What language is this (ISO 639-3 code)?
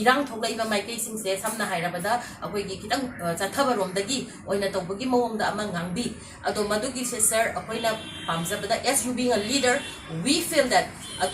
mni